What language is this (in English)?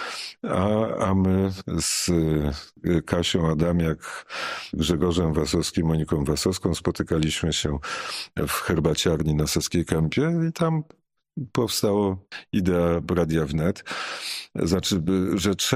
Polish